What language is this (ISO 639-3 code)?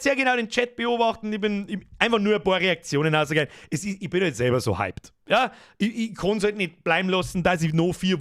bar